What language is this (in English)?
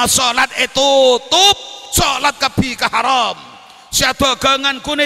Madurese